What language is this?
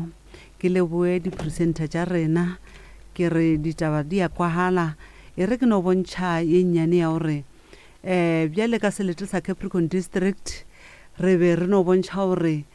Northern Sotho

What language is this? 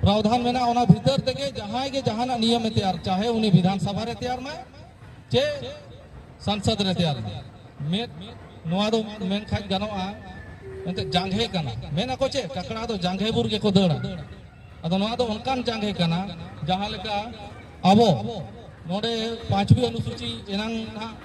Santali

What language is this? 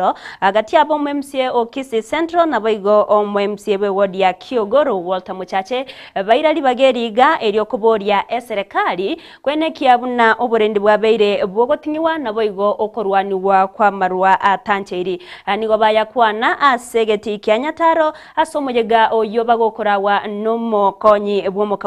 Gusii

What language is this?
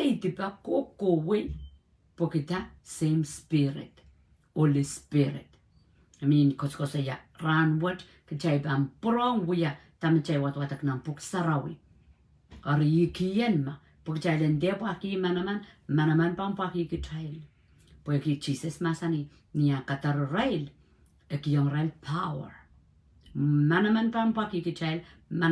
Pohnpeian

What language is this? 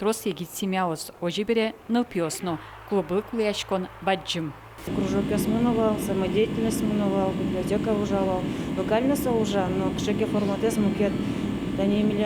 Udmurt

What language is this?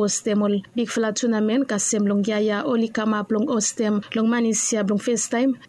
Bislama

